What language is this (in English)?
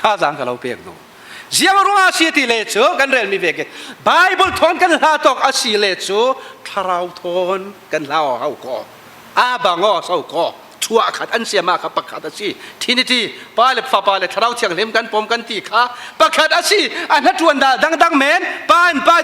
Falam Chin